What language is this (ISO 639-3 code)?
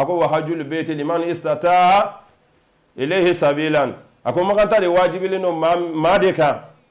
bam